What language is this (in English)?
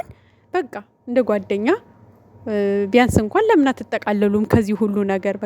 Amharic